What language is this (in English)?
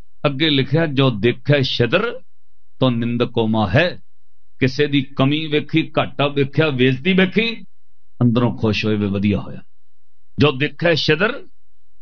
Punjabi